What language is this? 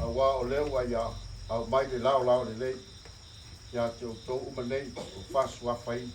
Samoan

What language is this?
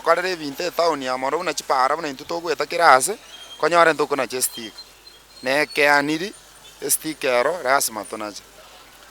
Gusii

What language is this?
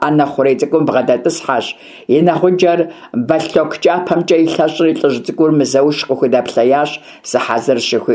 Kabardian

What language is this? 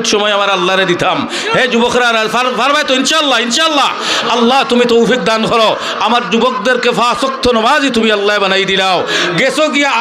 Sylheti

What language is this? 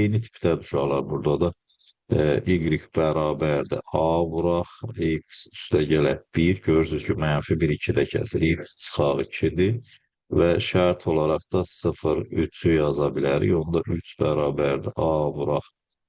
Azerbaijani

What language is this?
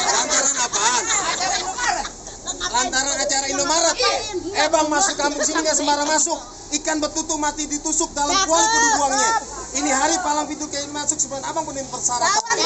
Betawi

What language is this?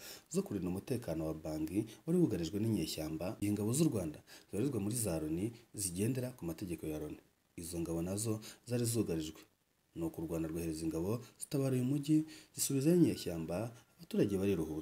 Kinyarwanda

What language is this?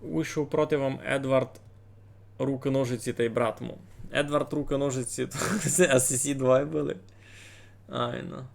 Rusyn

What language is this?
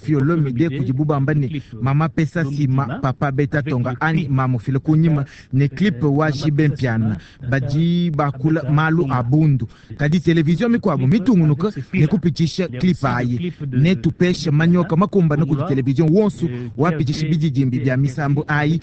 Luba-Lulua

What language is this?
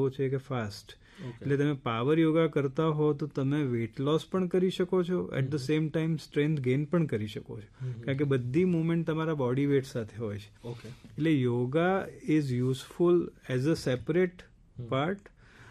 Gujarati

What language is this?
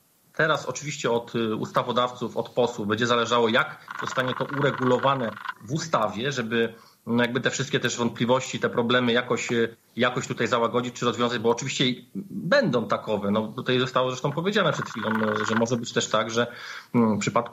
Polish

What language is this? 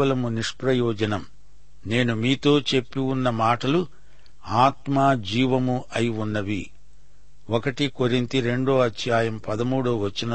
Telugu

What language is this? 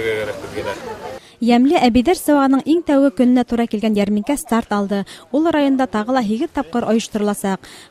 Bashkir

